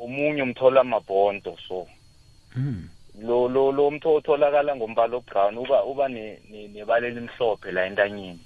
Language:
South Ndebele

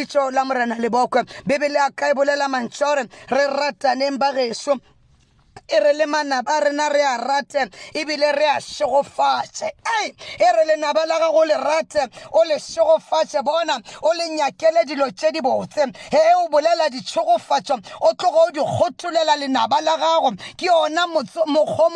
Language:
Northern Sotho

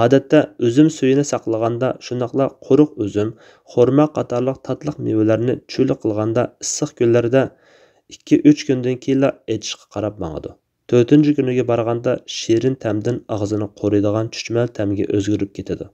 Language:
Uyghur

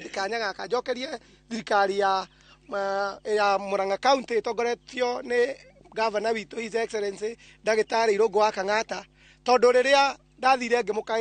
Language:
Kikuyu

